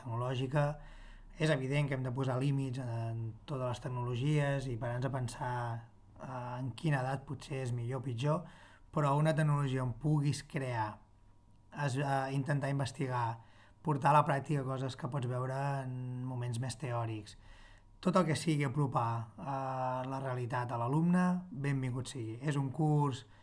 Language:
Catalan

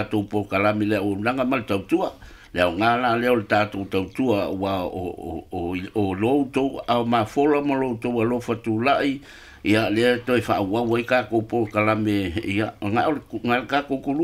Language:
Samoan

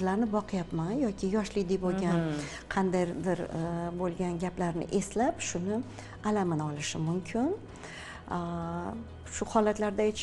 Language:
Uzbek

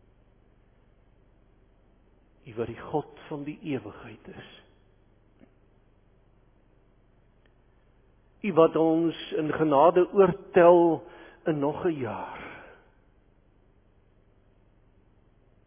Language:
Afrikaans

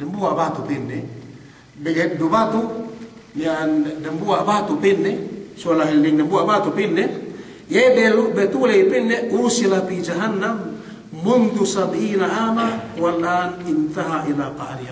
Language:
Yakan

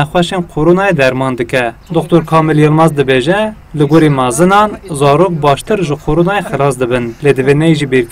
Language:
Kurdish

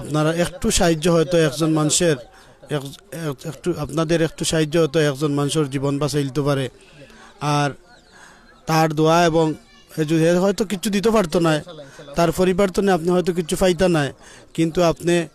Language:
Sylheti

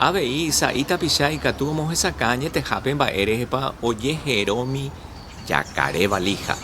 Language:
Guarani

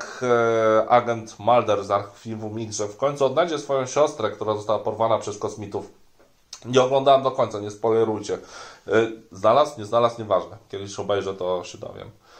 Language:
Polish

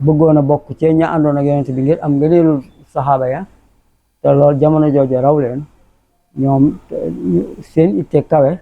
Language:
Wolof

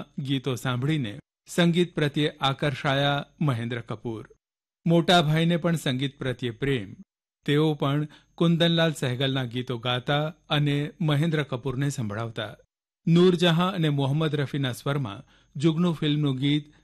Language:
Gujarati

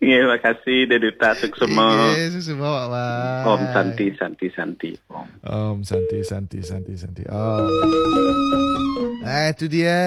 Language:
Balinese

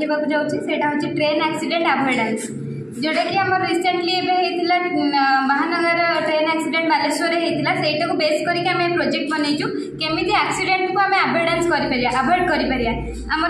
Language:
Odia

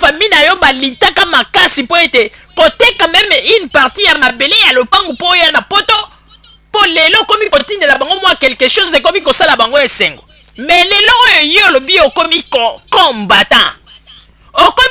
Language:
Lingala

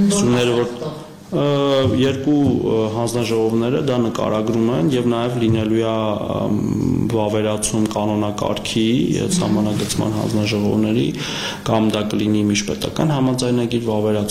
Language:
Armenian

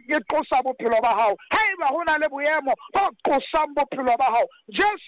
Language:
Southern Sotho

